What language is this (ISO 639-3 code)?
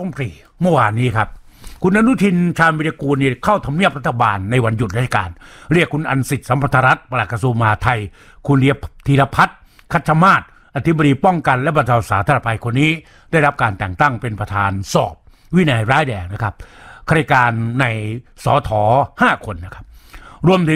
tha